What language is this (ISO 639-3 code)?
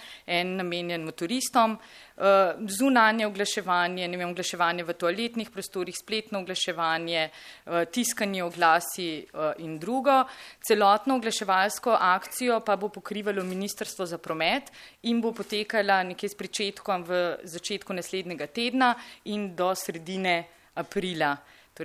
slv